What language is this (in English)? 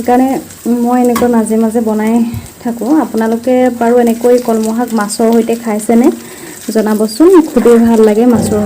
Assamese